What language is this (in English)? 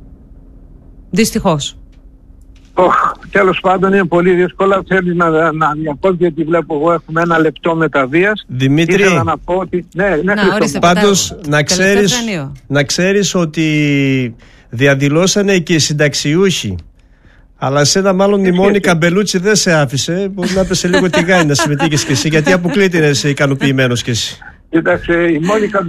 Greek